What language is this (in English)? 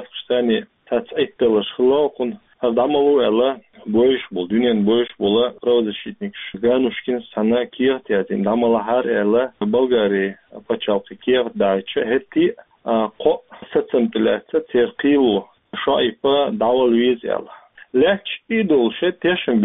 Chechen